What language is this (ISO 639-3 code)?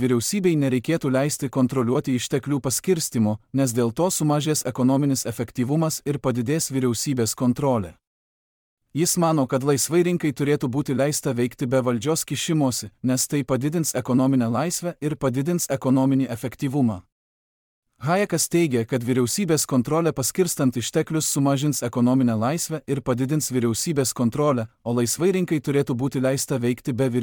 lit